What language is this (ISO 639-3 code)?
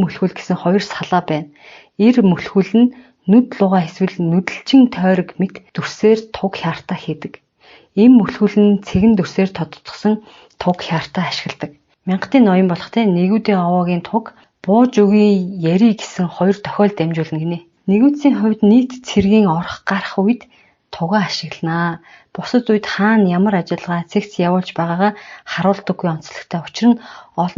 mon